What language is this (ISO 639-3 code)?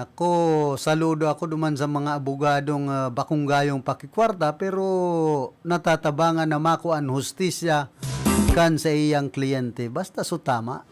bik